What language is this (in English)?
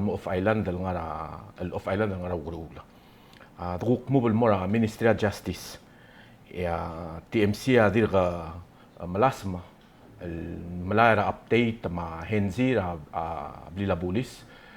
Palauan